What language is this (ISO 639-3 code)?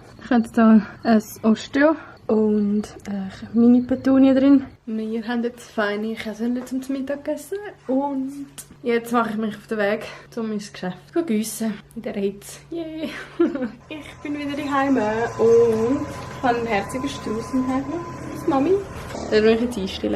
gsw